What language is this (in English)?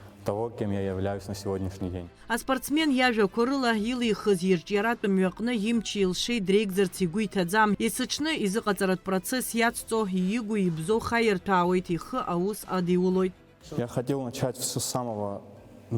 Abkhazian